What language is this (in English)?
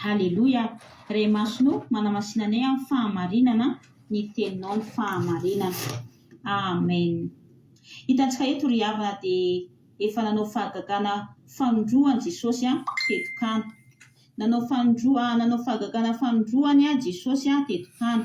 Malagasy